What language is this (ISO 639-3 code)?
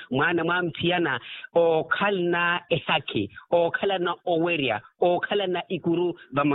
vmw